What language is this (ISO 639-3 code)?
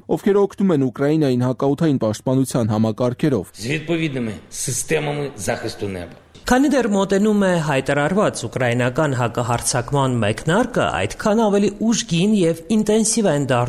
hye